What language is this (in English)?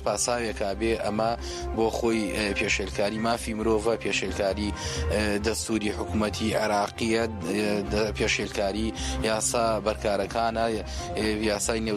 Central Kurdish